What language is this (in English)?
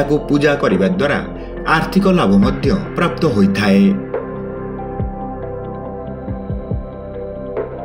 Odia